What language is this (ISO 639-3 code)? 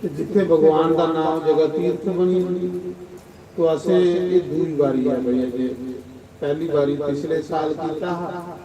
doi